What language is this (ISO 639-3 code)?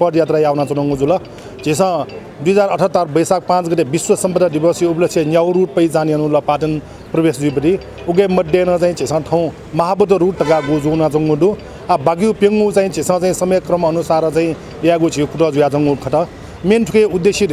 new